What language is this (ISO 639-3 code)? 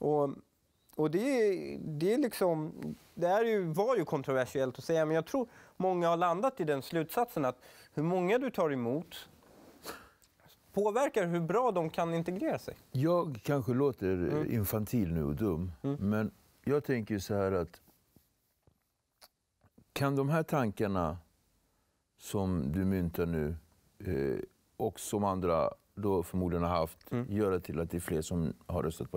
swe